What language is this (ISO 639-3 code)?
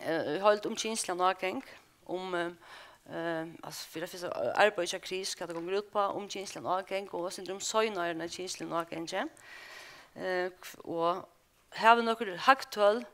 fao